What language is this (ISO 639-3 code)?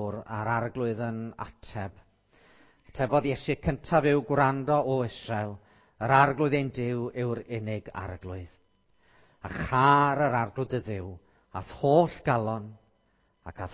cym